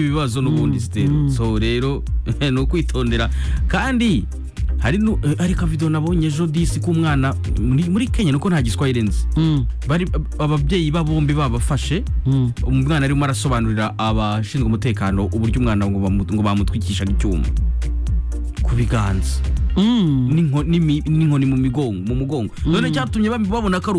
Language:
Kinyarwanda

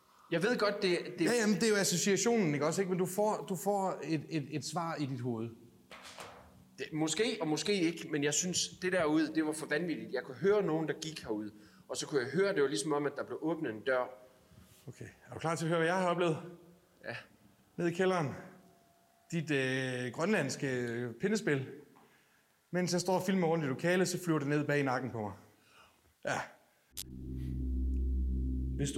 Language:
Danish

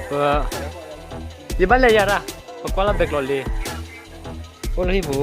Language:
S'gaw Karen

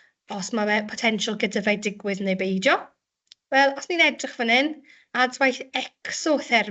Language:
Welsh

